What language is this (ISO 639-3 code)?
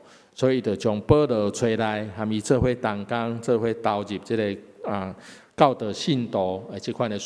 nan